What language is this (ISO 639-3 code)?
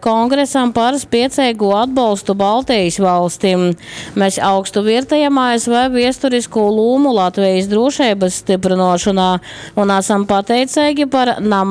ltg